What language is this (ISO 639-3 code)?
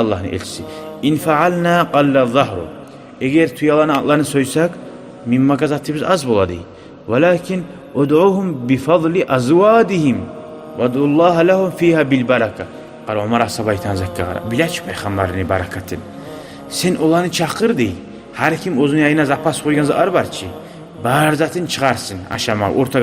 kum